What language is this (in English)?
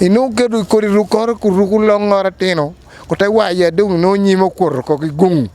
Acoli